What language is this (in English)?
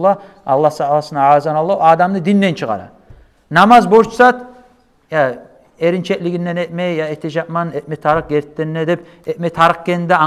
Kumyk